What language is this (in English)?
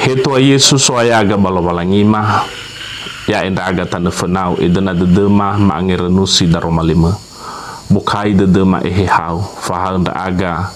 Nias